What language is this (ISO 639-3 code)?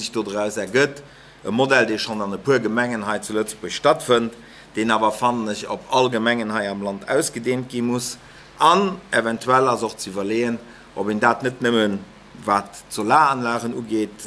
ltz